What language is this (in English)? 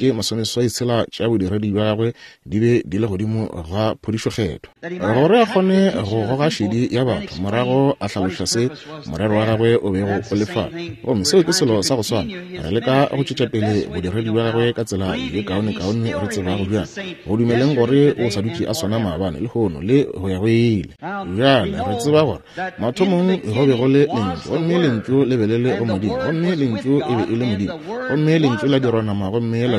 Northern Sotho